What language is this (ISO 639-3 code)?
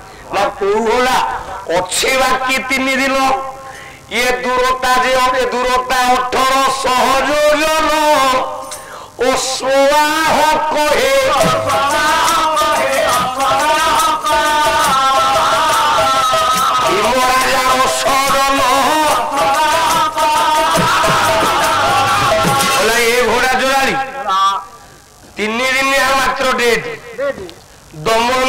ori